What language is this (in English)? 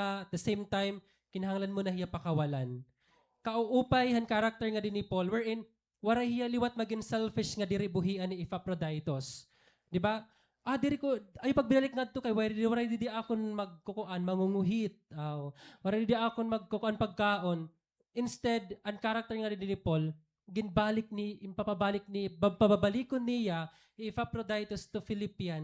Waray